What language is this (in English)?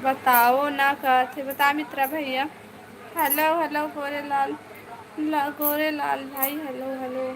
Chhattisgarhi